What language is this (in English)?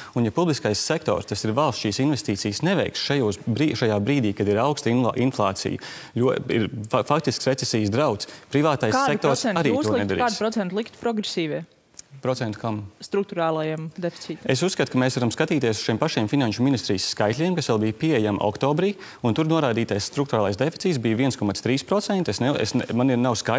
Latvian